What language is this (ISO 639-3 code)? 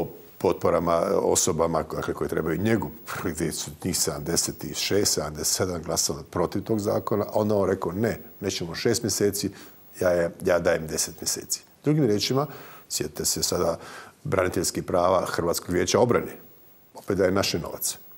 hrv